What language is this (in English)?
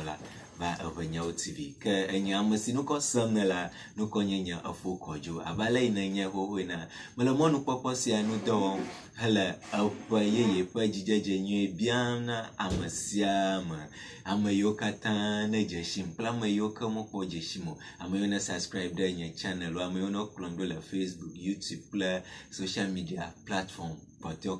Ewe